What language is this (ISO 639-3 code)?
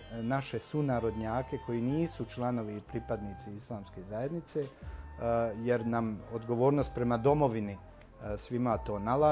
bos